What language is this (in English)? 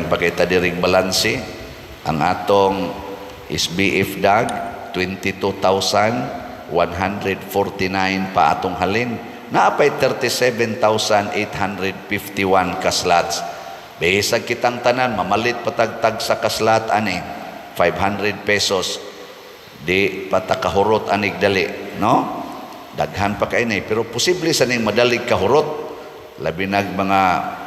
Cebuano